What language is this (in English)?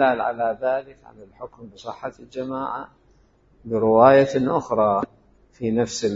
Mesopotamian Arabic